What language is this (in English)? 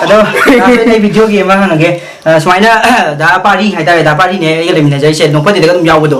Manipuri